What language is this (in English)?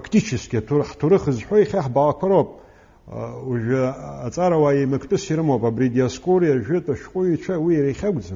Abkhazian